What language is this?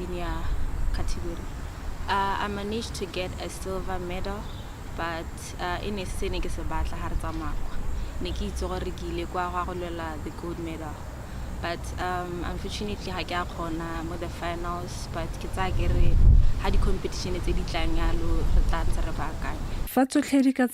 Tswana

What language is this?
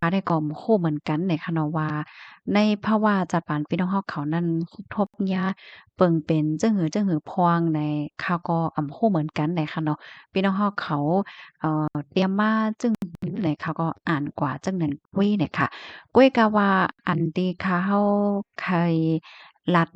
Shan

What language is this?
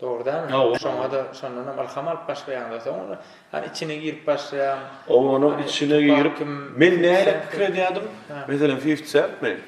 Turkmen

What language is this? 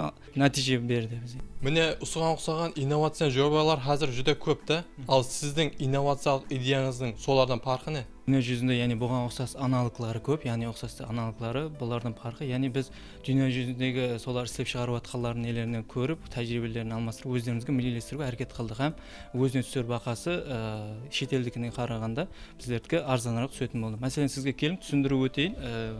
Kara-Kalpak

